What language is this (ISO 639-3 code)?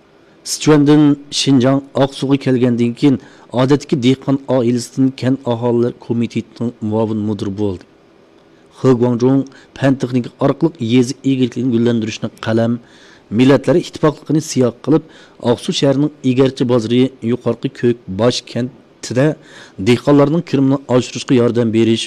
uig